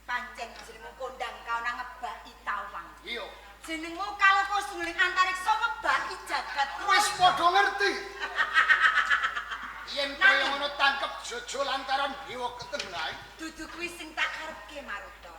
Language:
Javanese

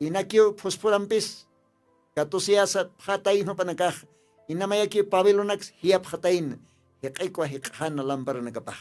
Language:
Aymara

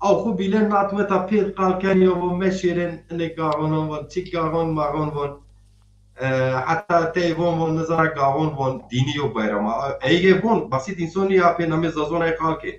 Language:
Zaza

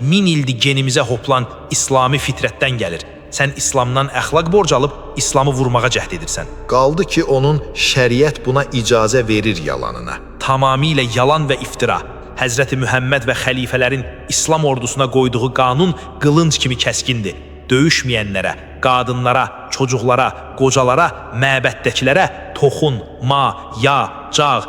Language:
Azerbaijani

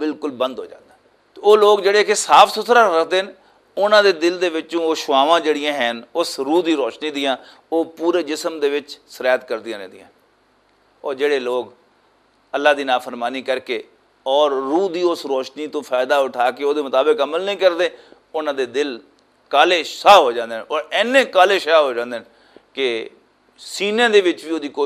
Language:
Western Panjabi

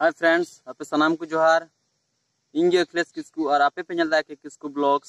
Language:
Santali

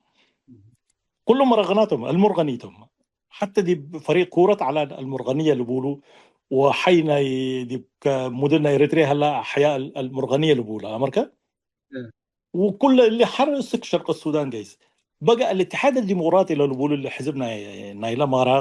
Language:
Tigre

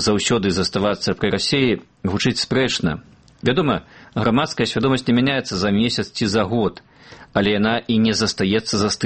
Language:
Belarusian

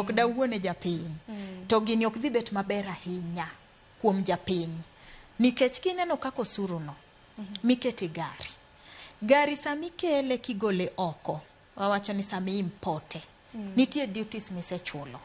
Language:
Luo (Kenya and Tanzania)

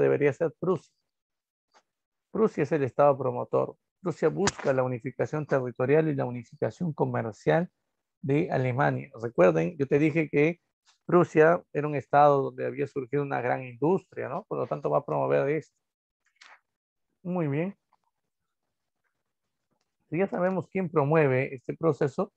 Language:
Spanish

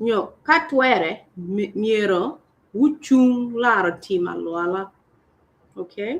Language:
Acoli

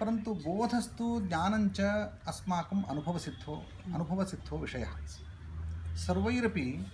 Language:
Sanskrit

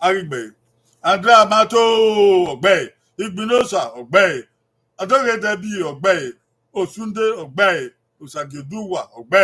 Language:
Bini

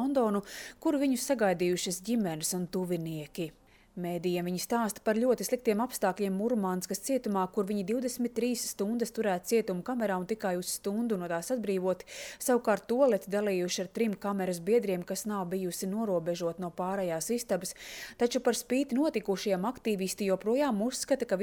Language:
Latvian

